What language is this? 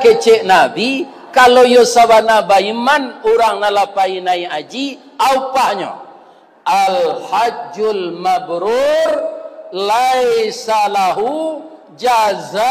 Minangkabau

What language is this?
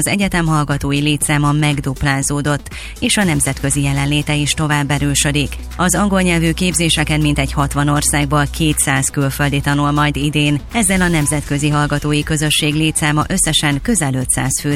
Hungarian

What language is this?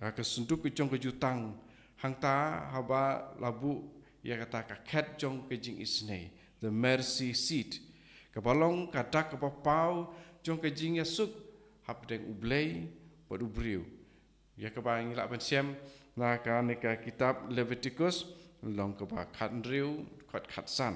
Khasi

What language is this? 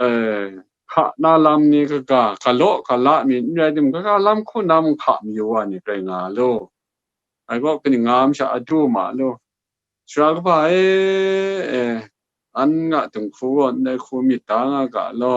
Kachin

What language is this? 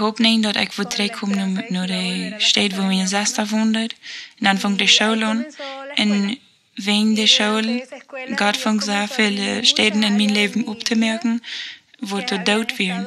Plautdietsch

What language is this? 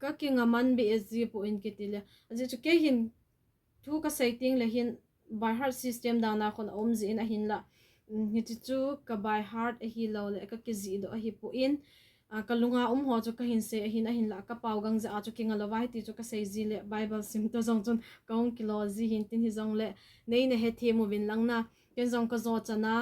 Thado Chin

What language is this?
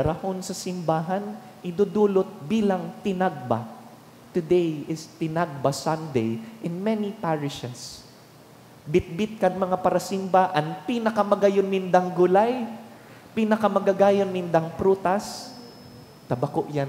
Bikol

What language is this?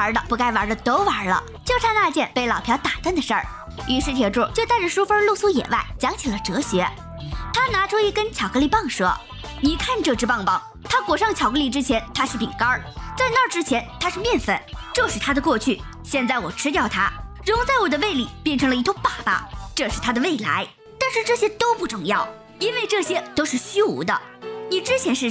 Chinese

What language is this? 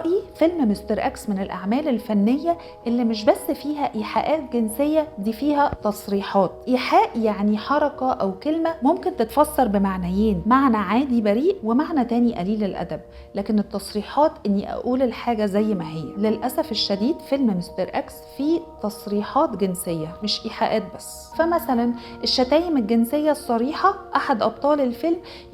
Egyptian Arabic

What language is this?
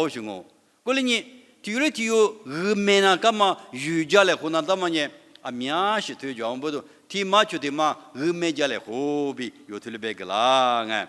Lisu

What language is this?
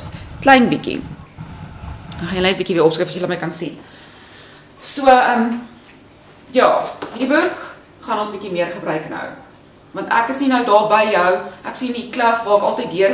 Afrikaans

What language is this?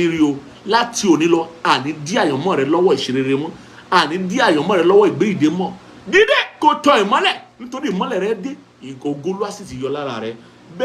Yoruba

